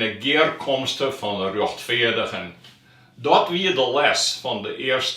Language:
Western Frisian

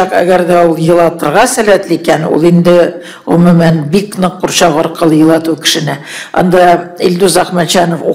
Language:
Tatar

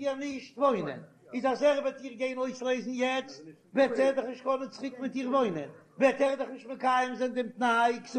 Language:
Yiddish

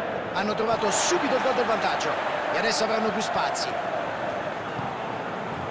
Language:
Italian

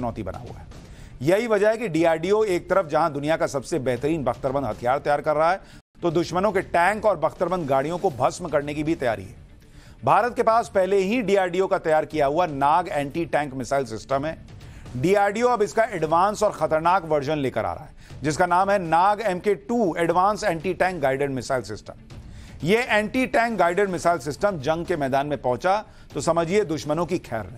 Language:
Hindi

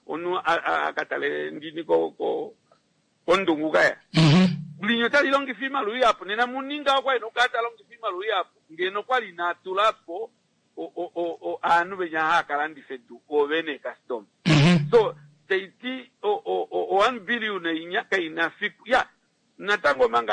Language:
Kuanyama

